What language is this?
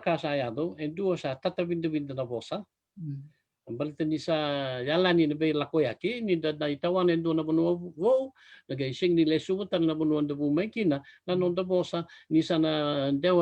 Fijian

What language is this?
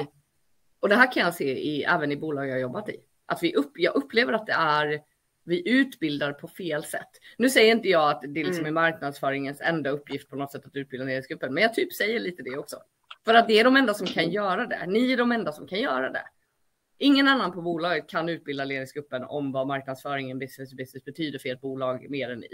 Swedish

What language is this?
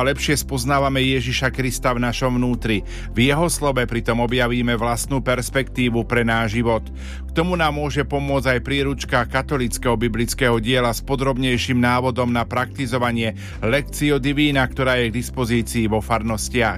Slovak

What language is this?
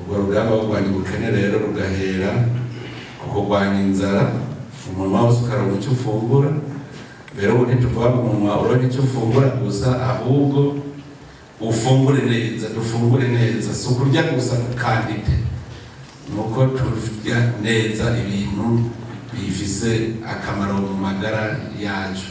Rundi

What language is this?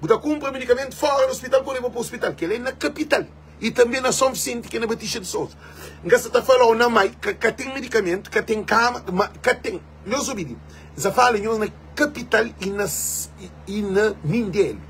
Kabuverdianu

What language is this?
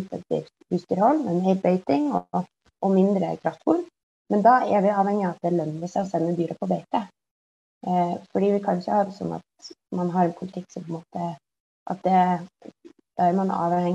Norwegian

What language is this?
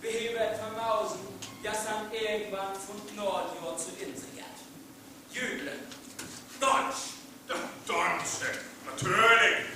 Northern Frisian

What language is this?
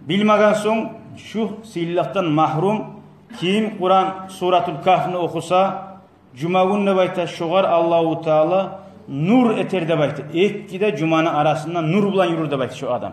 Kumyk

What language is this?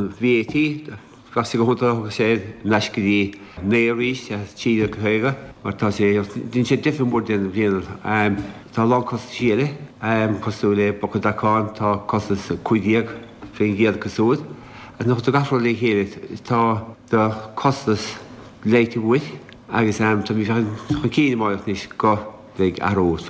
Irish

